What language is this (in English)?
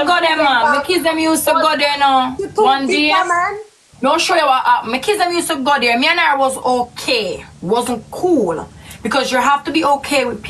Jamaican Creole English